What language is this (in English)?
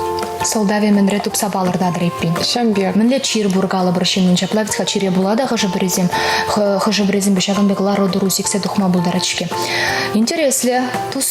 Chuvash